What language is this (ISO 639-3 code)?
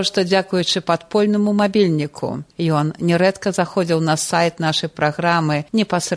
bel